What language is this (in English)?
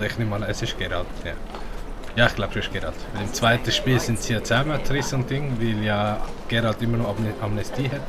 Swiss German